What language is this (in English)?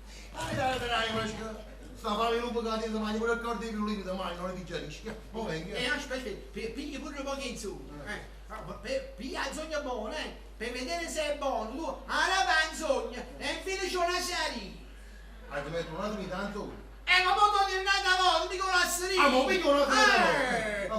Neapolitan